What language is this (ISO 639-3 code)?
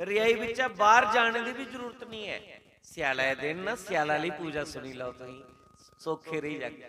doi